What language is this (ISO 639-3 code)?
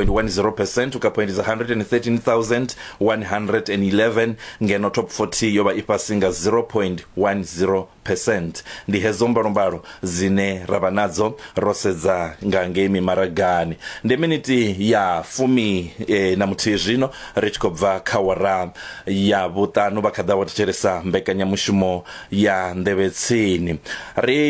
ven